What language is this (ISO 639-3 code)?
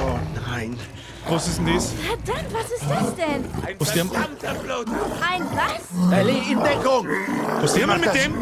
bar